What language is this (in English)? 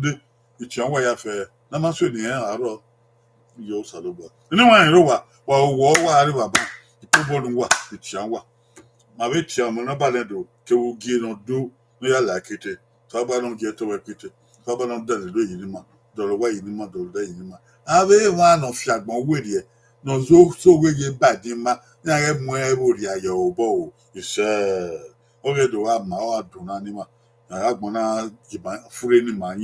Bini